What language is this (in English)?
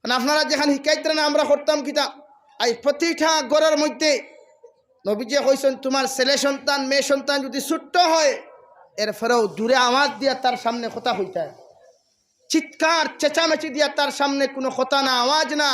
Sylheti